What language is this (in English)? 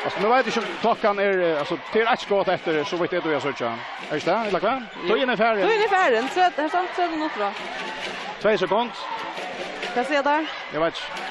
Faroese